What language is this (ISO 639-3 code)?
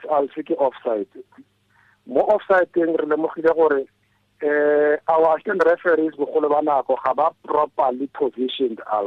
tsn